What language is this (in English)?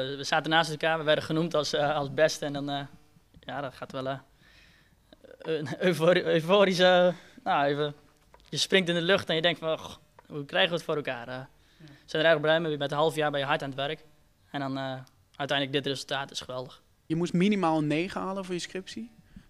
Dutch